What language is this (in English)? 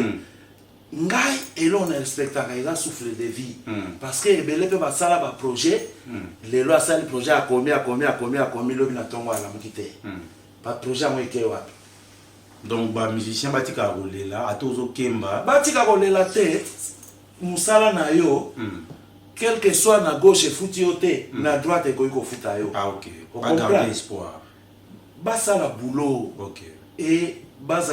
Lingala